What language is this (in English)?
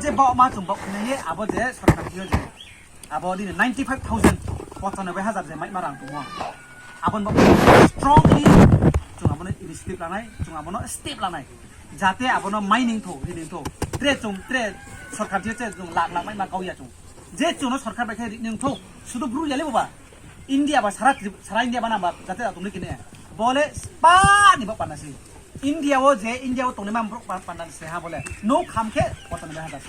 Riang (India)